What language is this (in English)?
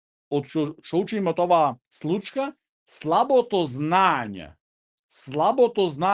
Macedonian